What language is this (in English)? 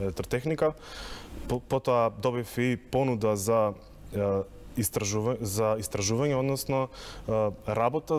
Macedonian